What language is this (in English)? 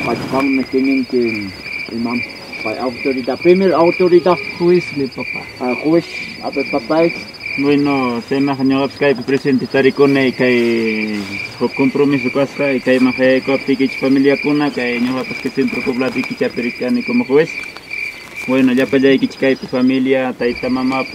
Ayacucho Quechua